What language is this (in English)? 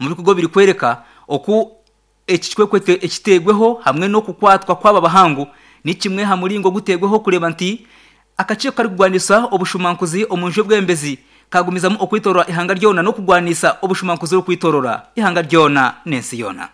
Nyankole